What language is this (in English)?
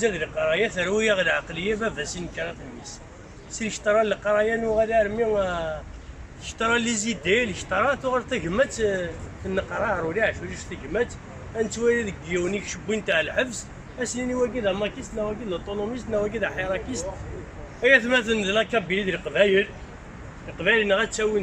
Kabyle